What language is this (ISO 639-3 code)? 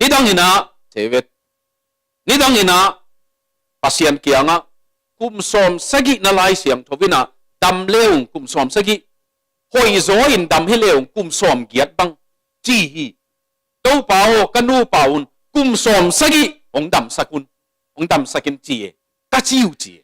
ctd